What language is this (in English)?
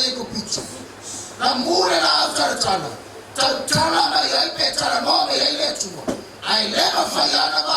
Samoan